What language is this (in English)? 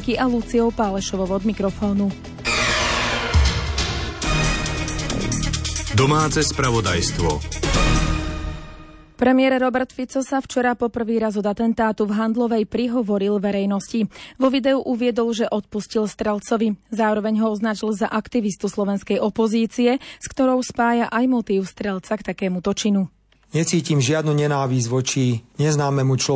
Slovak